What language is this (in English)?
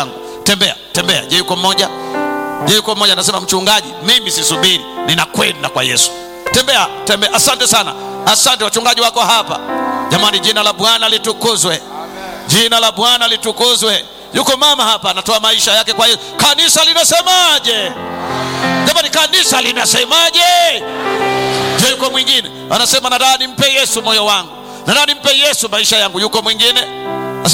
Swahili